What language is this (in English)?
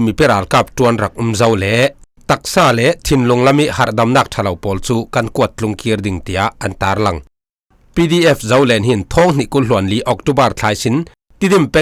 Falam Chin